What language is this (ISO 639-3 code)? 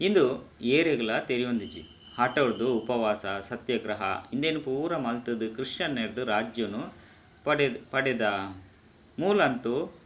tcy